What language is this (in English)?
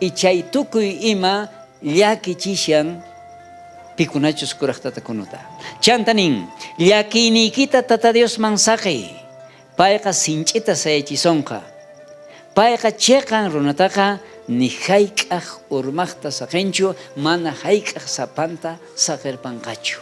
South Bolivian Quechua